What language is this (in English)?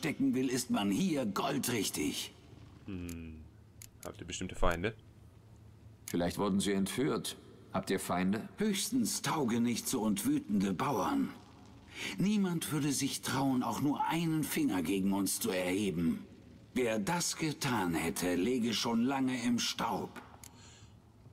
German